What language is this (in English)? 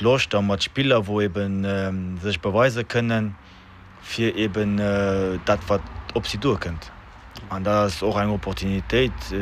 Luxembourgish